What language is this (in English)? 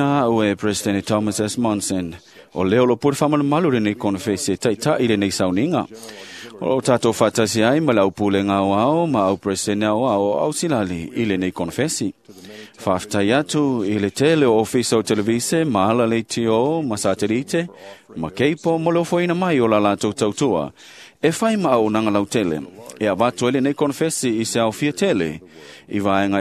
Samoan